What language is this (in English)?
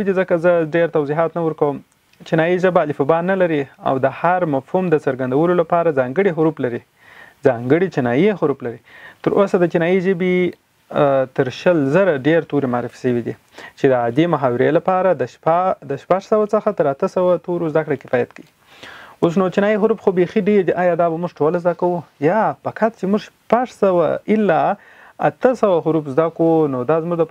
Pashto